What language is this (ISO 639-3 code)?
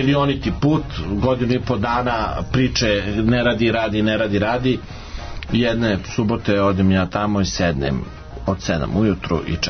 srp